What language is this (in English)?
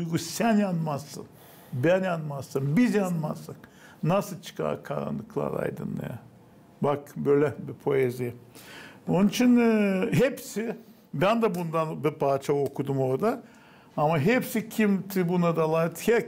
Gagauz